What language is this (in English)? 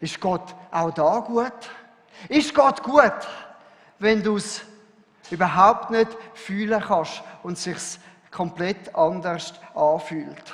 Swiss German